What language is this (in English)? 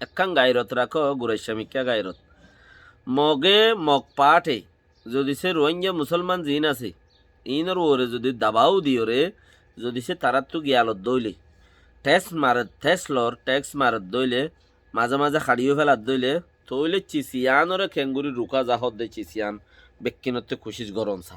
Rohingya